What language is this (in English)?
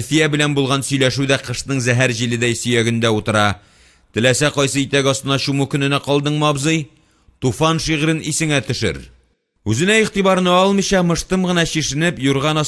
Tatar